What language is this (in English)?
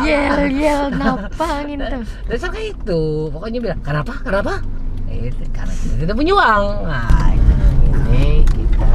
Banjar